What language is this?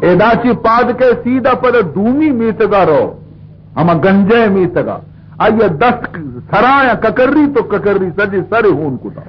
Baluchi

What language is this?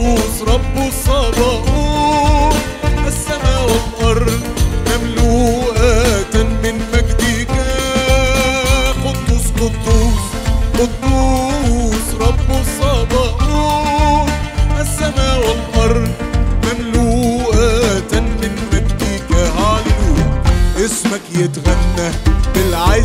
Egyptian Arabic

